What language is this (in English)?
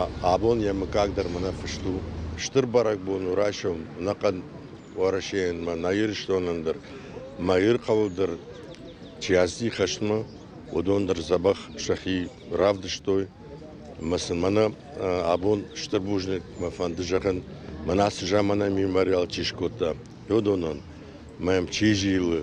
Ossetic